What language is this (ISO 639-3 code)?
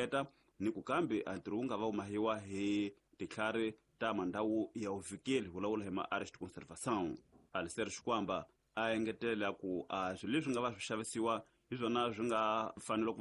tso